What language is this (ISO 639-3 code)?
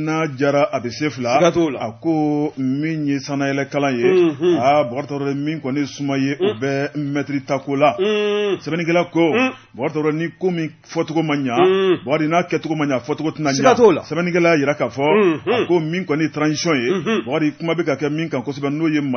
bam